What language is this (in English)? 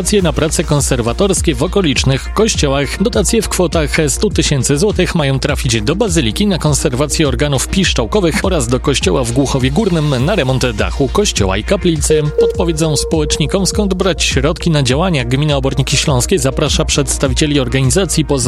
Polish